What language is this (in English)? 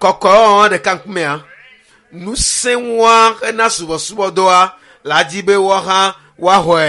Ewe